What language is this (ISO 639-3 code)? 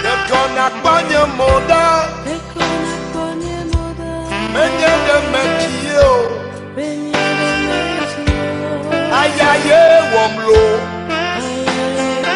ewe